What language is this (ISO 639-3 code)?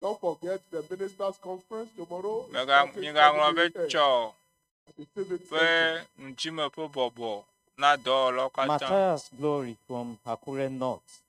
ewe